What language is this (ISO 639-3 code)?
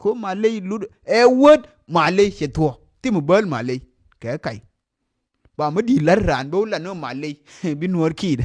nus